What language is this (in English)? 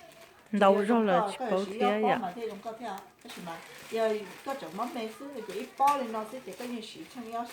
Hmong